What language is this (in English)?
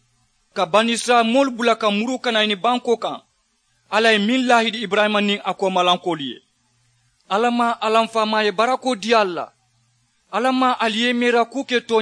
Mandingo